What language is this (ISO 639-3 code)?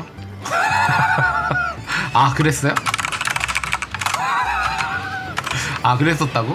kor